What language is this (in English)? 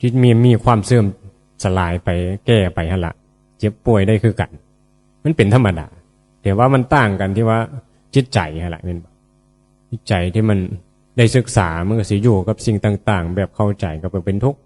Northeastern Thai